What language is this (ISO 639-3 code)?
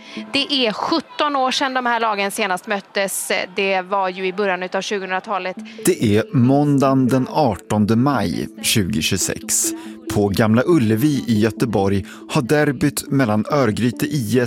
swe